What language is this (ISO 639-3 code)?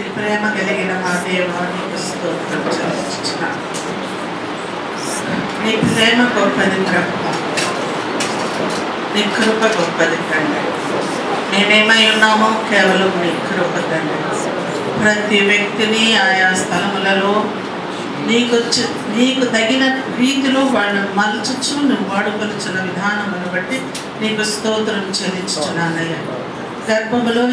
tel